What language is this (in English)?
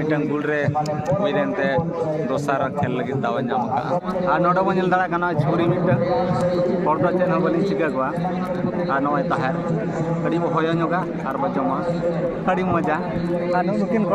Santali